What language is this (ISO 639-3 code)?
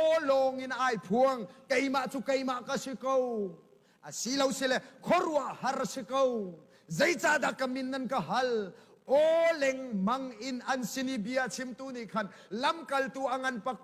cnh